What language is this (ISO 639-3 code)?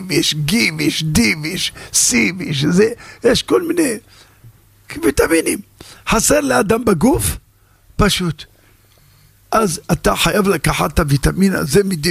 heb